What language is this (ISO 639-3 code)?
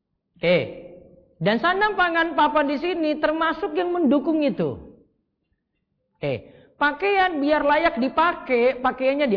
ind